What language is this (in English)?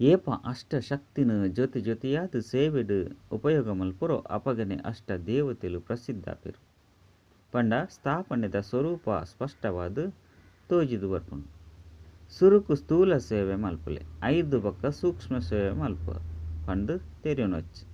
Tulu